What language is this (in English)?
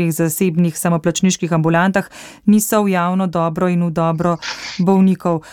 Slovenian